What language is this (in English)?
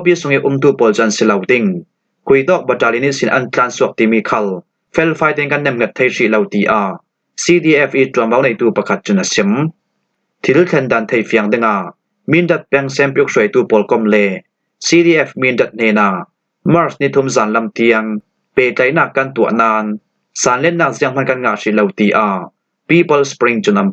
Falam Chin